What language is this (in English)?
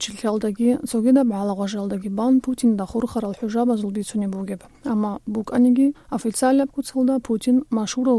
Avaric